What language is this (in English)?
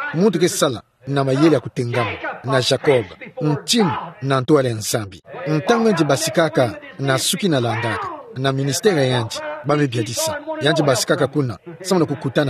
Kituba (Democratic Republic of Congo)